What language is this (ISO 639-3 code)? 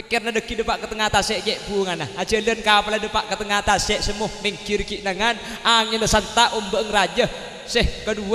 mad